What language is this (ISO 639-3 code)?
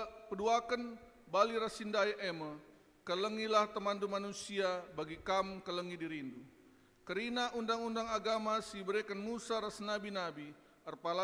btx